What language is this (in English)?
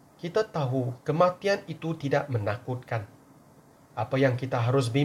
Malay